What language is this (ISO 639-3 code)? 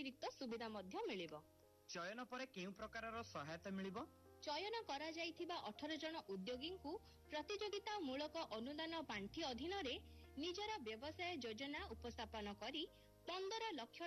ori